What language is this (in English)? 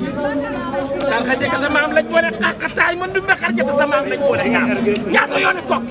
Wolof